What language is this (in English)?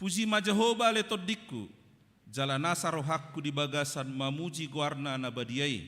Batak Toba